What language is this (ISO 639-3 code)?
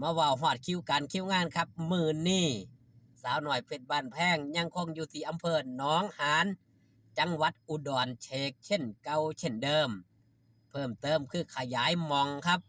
tts